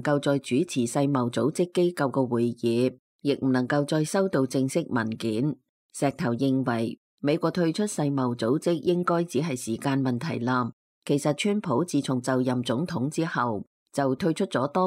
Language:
Cantonese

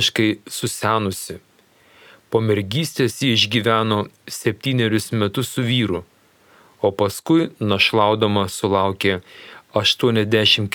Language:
Lithuanian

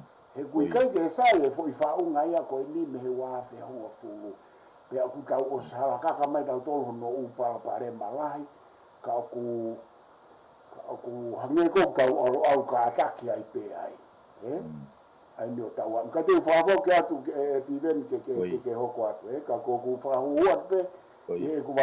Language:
Tongan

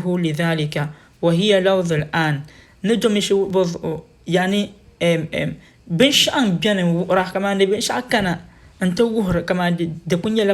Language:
Dagbani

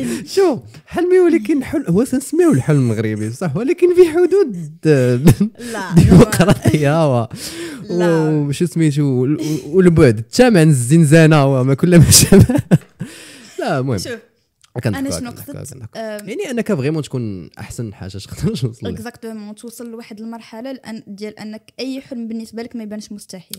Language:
Moroccan Arabic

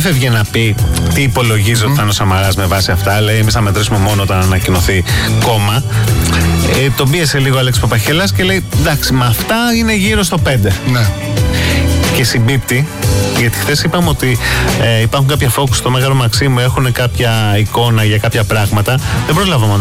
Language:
Greek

